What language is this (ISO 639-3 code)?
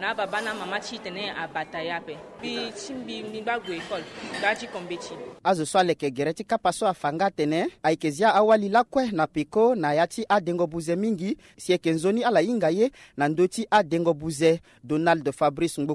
sag